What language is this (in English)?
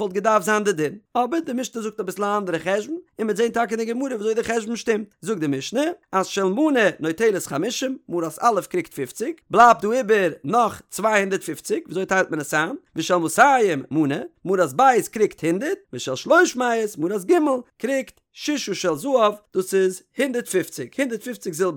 Yiddish